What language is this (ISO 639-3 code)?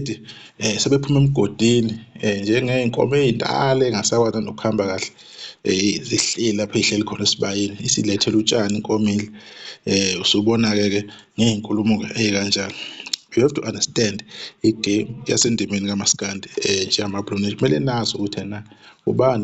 zul